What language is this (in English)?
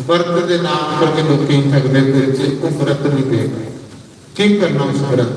Dogri